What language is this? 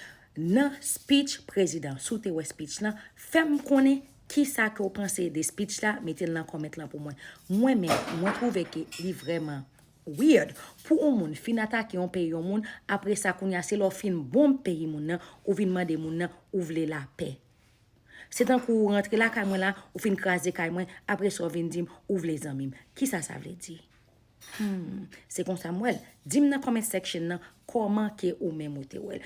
Haitian Creole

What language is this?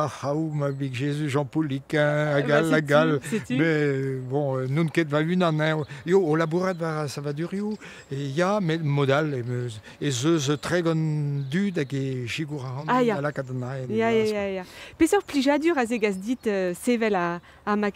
Breton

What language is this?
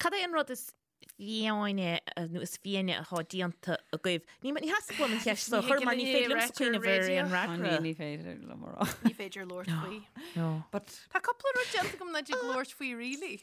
Irish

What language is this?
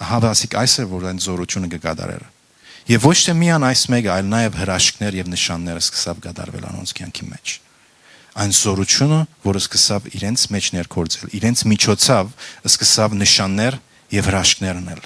Western Armenian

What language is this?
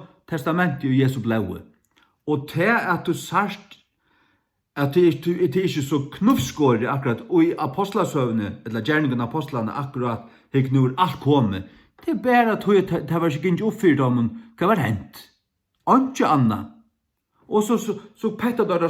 Faroese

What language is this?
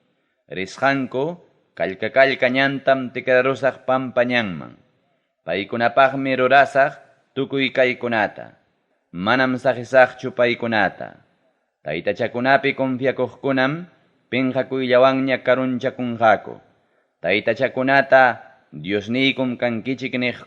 Ayacucho Quechua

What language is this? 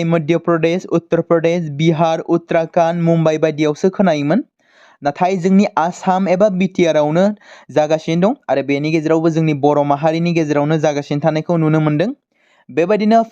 Bodo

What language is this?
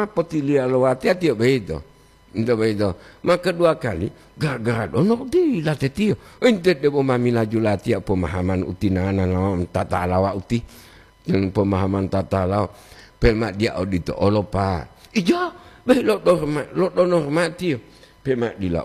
Gorontalo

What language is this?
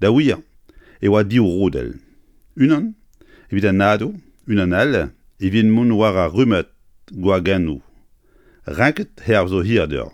Breton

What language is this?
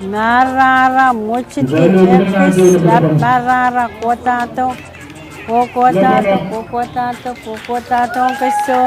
Pohnpeian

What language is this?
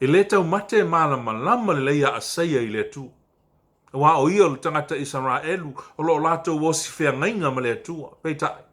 Samoan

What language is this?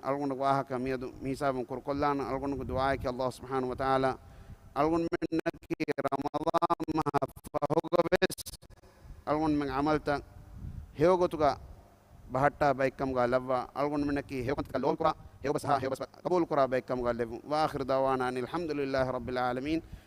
Divehi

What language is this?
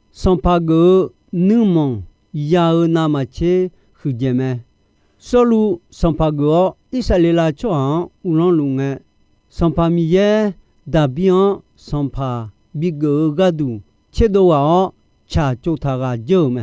Akha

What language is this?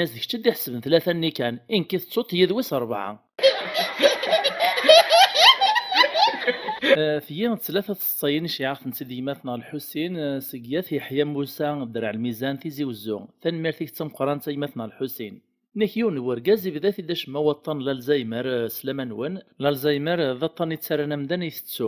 Kabyle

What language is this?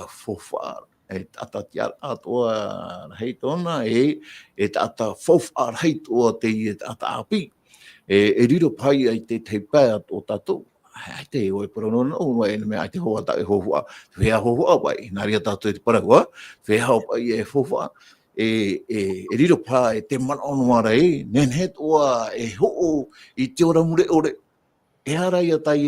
Tahitian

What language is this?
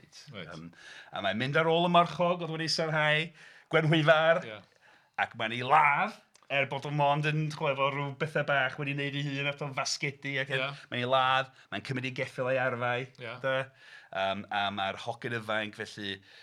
Welsh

